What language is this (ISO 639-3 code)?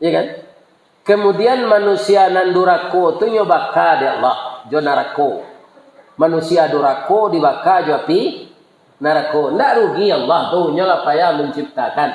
min